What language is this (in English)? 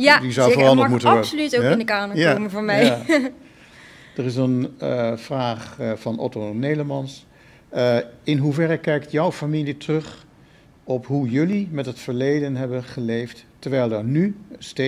Dutch